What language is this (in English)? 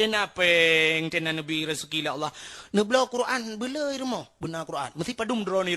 Achinese